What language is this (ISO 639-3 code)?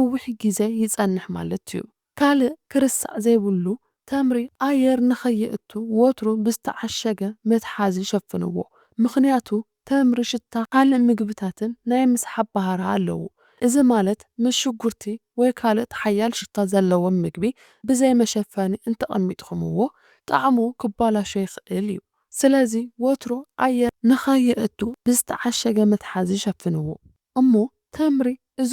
tir